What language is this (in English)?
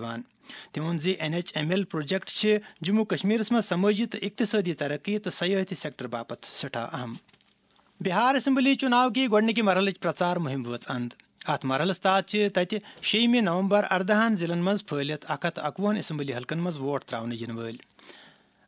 Kashmiri